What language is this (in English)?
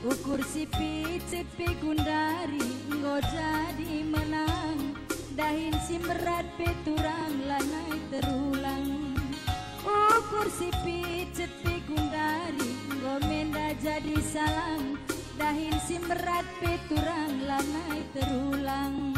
Batak Karo